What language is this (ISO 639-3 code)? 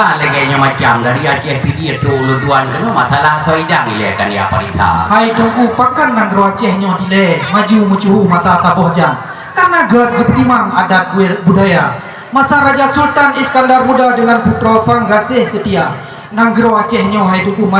ace